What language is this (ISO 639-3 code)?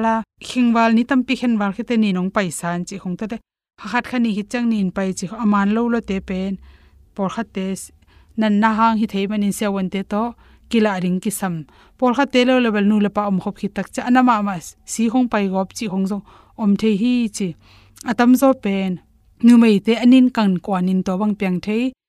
ctd